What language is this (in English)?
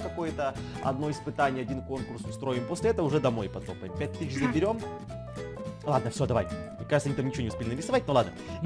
Russian